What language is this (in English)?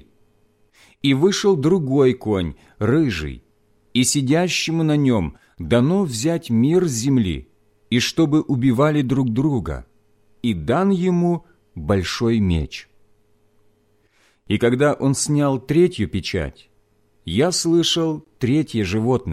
Russian